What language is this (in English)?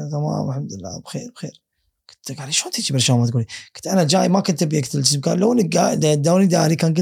Gulf Arabic